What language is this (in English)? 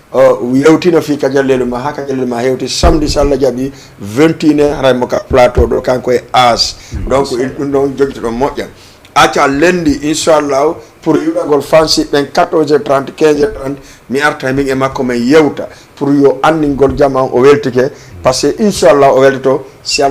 Fula